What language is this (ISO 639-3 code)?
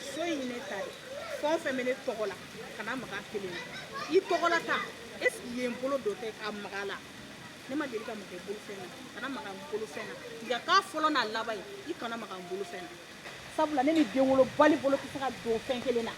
bam